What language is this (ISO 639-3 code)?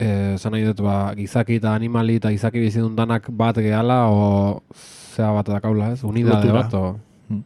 eus